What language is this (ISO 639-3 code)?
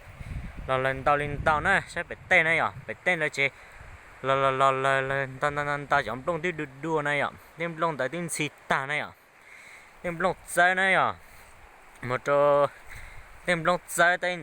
hmn